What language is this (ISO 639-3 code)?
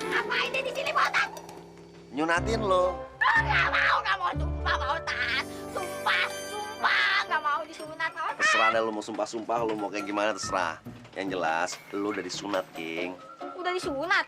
bew